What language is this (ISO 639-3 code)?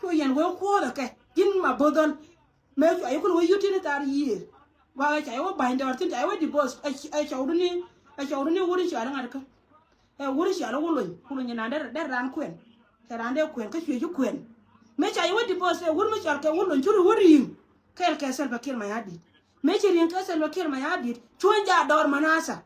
nus